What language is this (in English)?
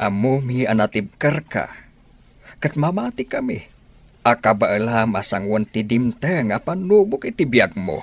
Iloko